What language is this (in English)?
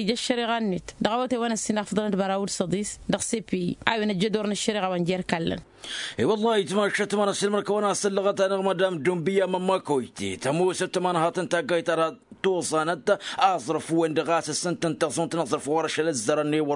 Tamasheq